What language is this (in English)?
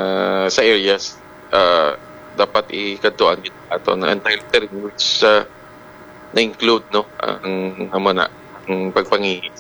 Hiligaynon